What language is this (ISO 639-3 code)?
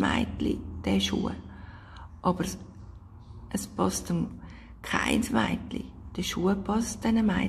gsw